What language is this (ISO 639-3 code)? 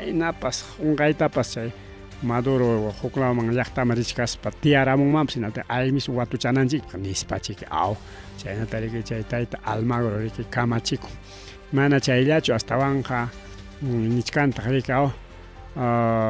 quy